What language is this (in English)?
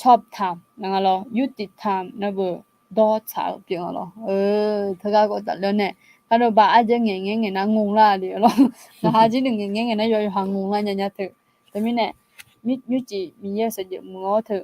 Akha